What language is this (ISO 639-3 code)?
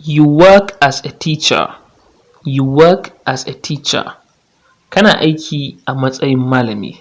hau